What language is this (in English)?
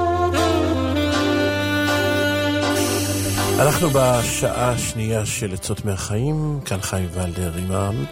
Hebrew